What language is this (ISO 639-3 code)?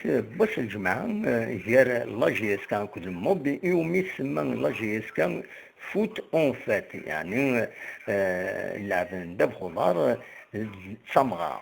kab